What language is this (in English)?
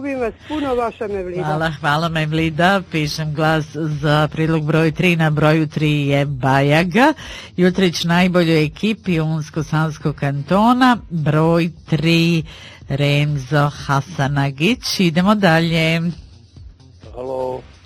Bosnian